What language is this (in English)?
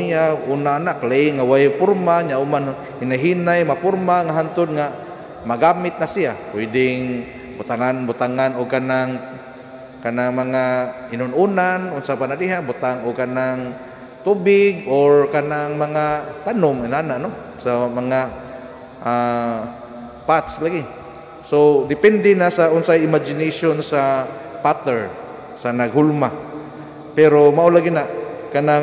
Cebuano